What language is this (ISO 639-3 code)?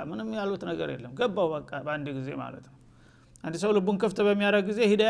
amh